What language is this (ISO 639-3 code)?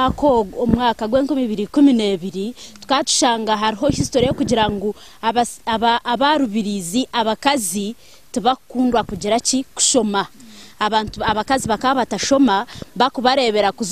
nyn